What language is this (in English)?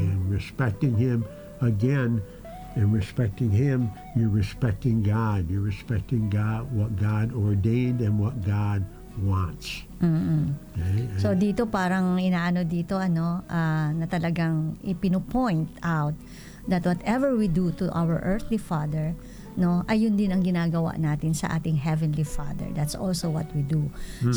Filipino